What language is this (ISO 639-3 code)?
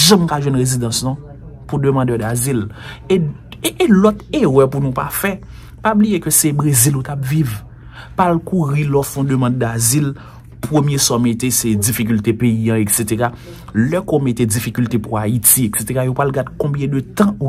hat